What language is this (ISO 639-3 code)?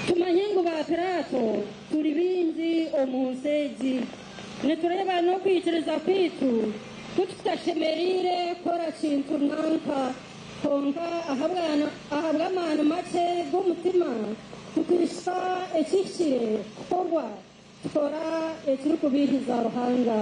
nyn